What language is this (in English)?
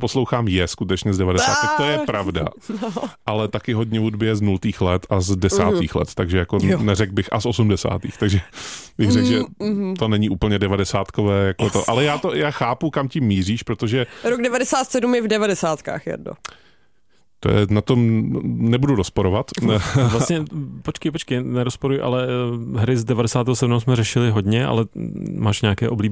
Czech